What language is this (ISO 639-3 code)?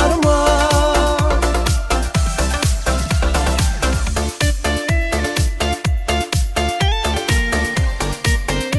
kaz